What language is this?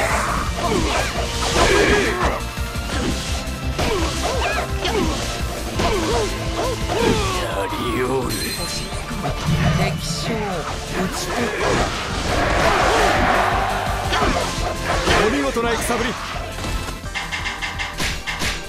Japanese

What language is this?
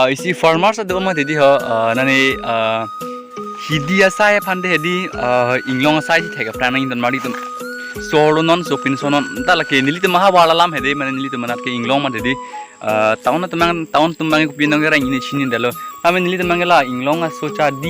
Karbi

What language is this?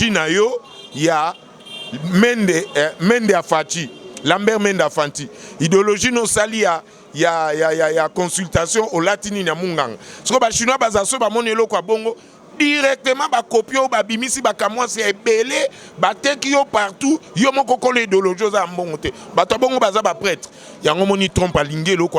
Lingala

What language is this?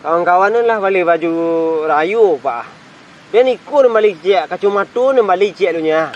Minangkabau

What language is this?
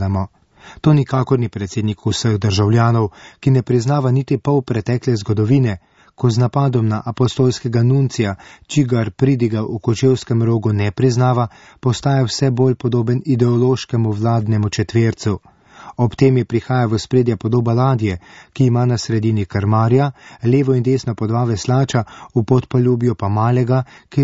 Slovenian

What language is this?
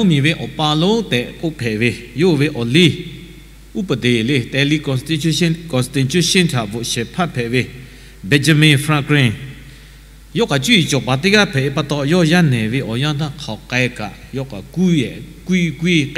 Lahu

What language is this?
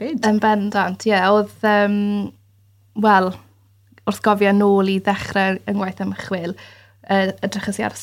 Welsh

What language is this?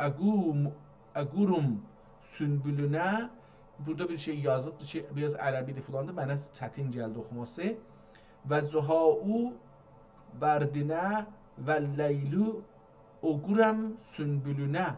South Azerbaijani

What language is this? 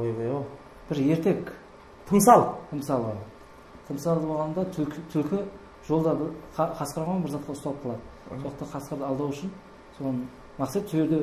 Kara-Kalpak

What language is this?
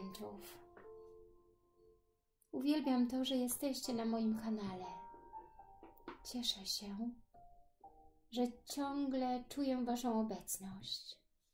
Polish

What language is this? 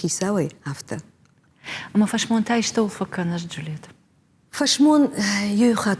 Ossetic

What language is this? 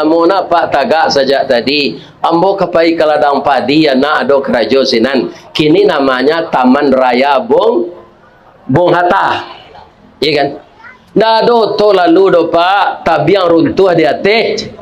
Minangkabau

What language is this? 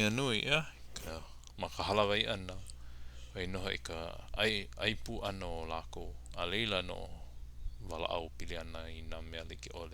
Hawaiian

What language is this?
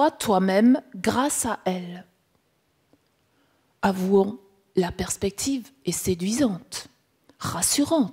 French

